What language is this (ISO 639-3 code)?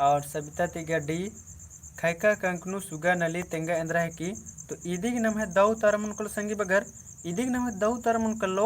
kru